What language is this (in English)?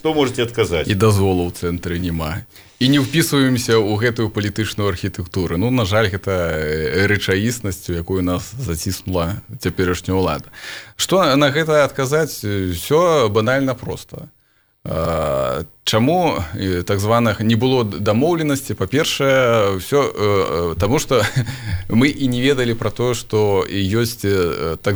Belarusian